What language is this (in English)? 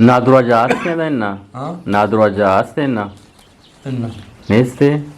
Eastern Balochi